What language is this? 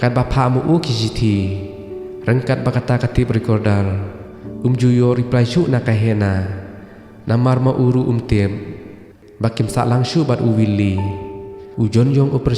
Khasi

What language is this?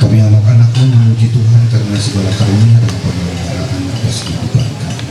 Ma'anyan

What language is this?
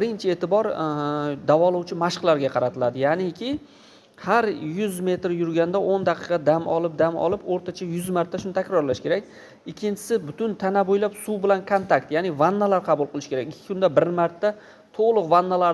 Uzbek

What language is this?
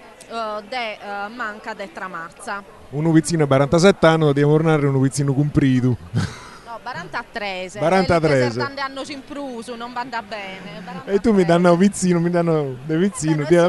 Sardinian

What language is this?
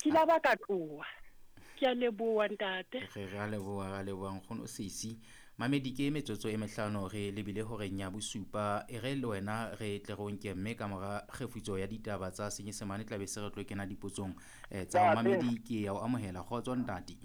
Southern Sotho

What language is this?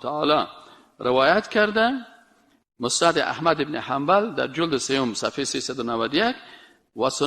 Persian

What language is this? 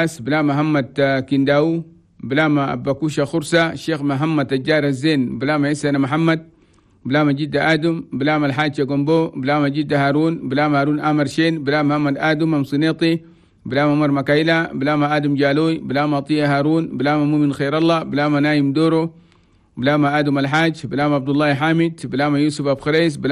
Chadian Arabic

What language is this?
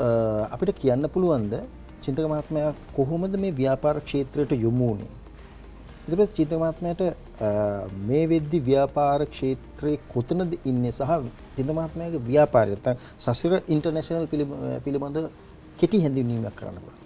Sinhala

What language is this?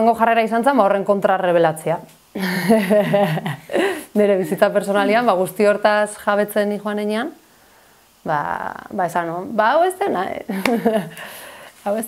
Basque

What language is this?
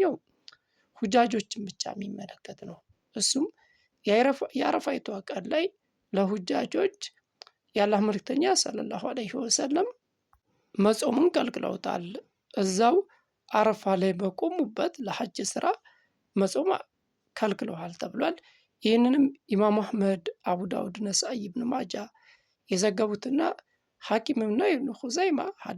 Amharic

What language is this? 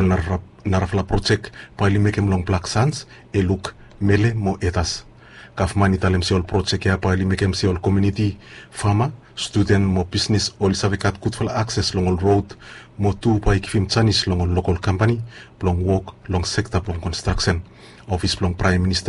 Bislama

